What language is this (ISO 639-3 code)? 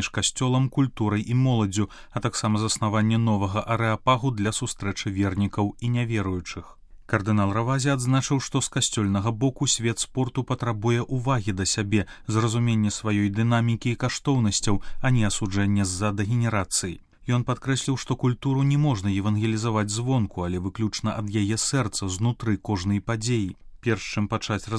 bel